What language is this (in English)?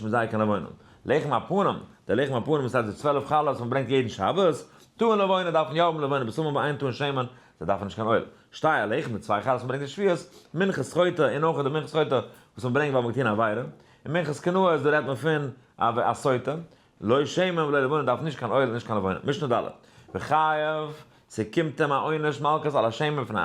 Yiddish